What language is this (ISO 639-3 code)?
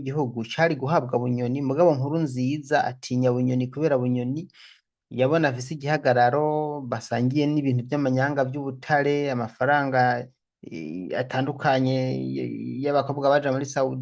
run